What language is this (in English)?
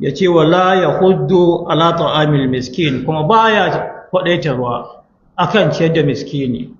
Hausa